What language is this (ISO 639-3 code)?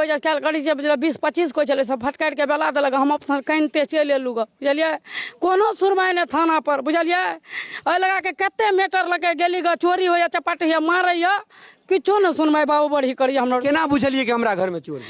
mai